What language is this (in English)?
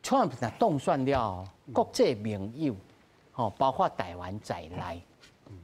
Min Nan Chinese